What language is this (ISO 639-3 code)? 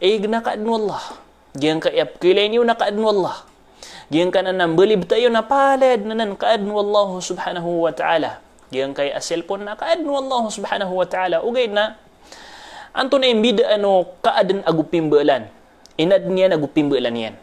mrw